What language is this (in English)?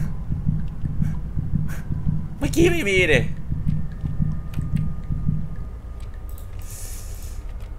Thai